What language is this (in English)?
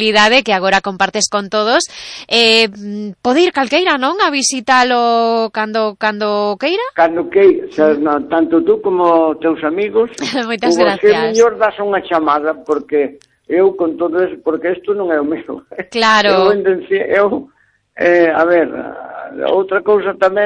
Galician